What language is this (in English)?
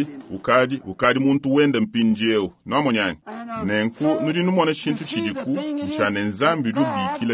Luba-Lulua